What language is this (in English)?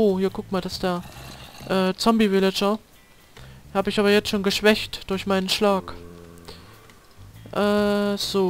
German